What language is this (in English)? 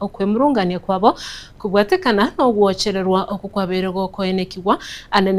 Gusii